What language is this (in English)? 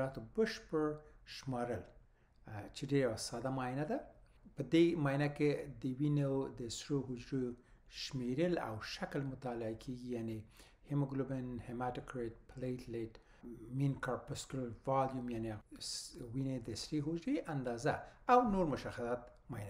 Pashto